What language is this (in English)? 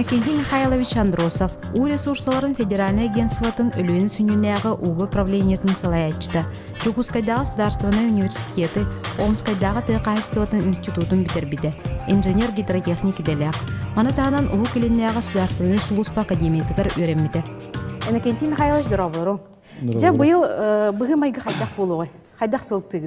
Yakut